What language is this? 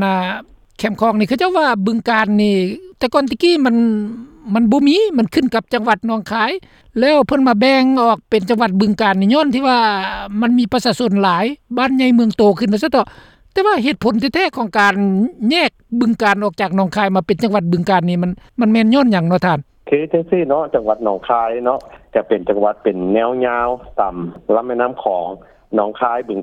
Lao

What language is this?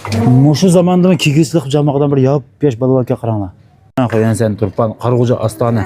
Uyghur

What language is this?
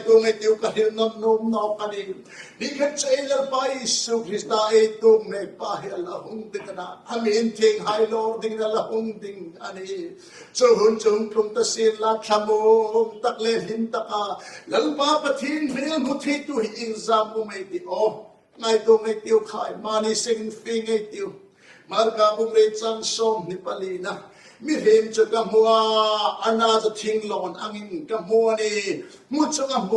Hmar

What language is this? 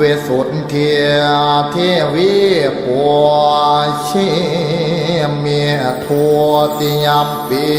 Pali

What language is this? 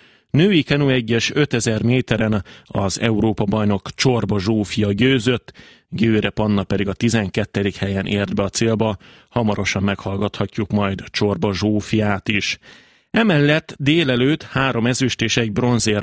Hungarian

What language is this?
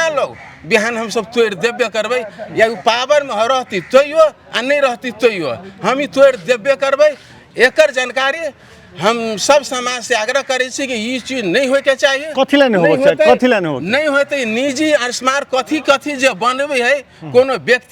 Maithili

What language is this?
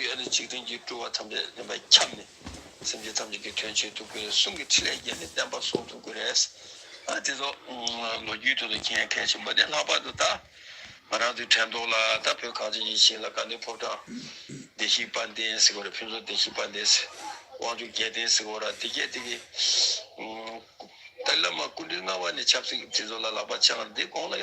Tibetan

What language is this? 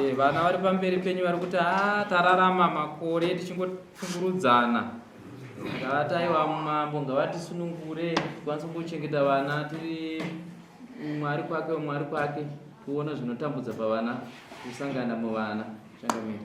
Shona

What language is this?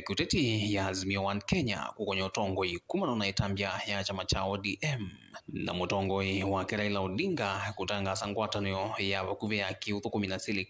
Kamba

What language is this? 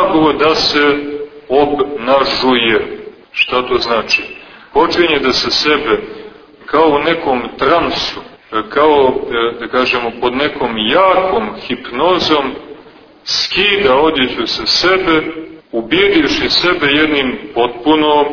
Serbian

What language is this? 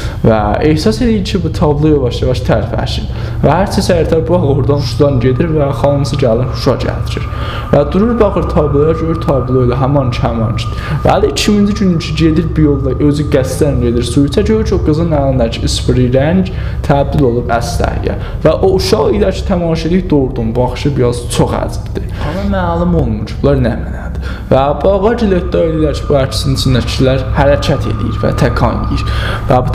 South Azerbaijani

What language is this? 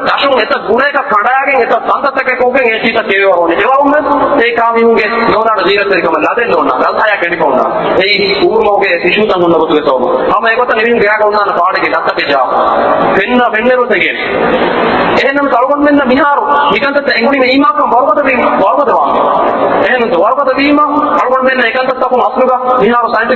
Divehi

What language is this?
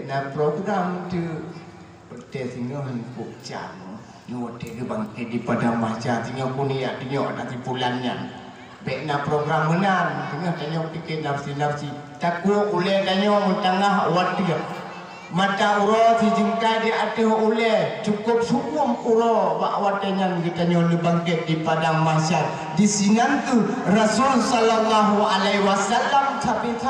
Achinese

